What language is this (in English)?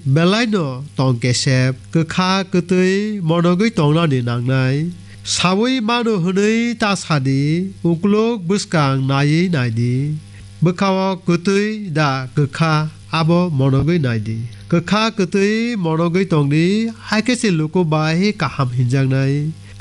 Kok Borok